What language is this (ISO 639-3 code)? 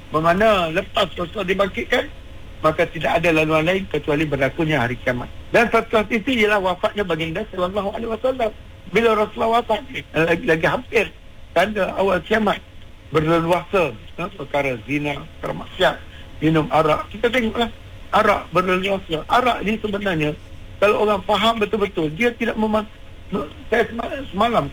msa